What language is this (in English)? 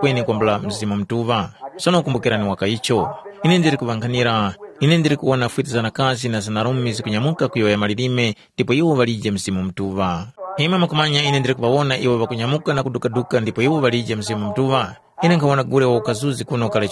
Tumbuka